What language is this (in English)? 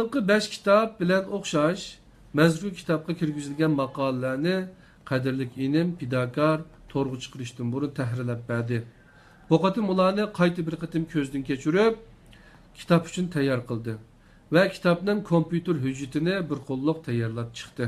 Uyghur